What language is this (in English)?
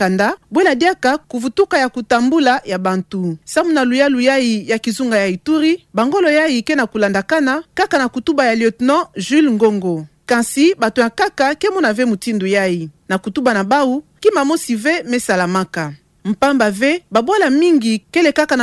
Kituba (Democratic Republic of Congo)